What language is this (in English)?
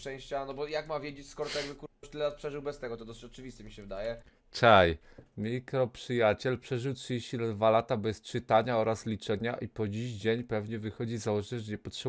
Polish